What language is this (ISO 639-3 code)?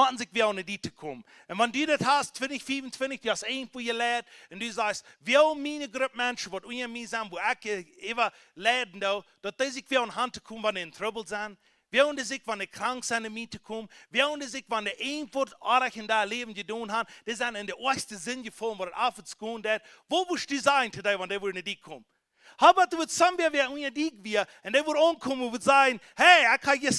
pdt